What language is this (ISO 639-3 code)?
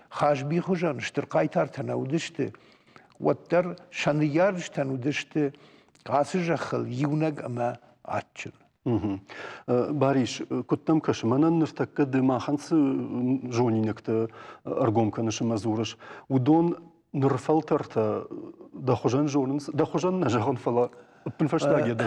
oss